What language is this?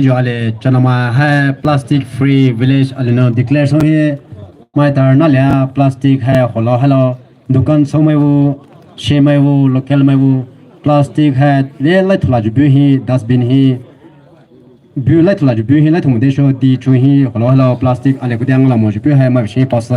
Poumei Naga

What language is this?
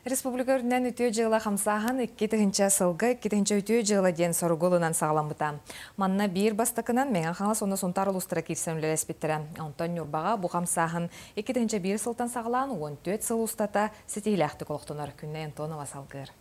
Yakut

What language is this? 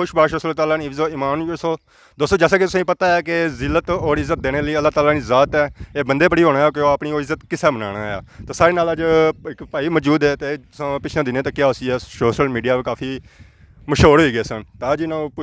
Pahari-Potwari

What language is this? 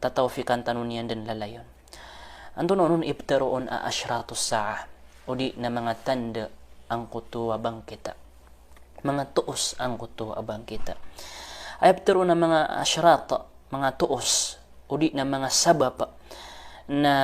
Maranao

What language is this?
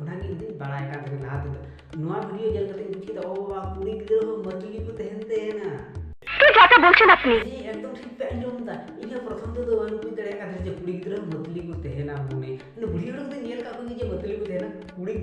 Santali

